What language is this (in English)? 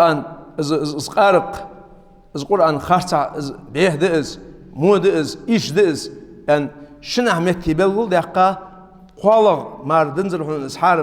Ingush